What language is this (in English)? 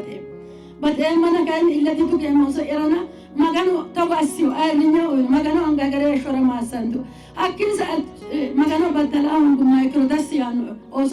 Sidamo